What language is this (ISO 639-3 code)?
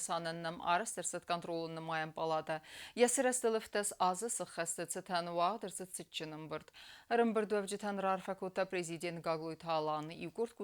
oss